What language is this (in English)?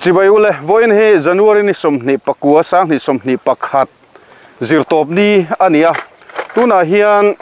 Mizo